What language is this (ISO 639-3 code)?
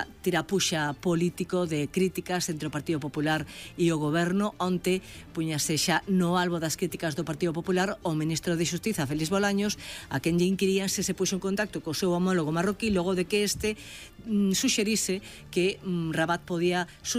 glg